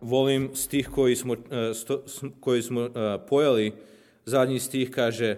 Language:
Serbian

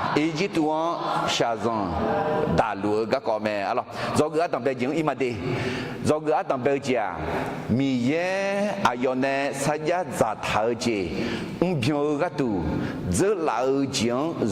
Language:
Akha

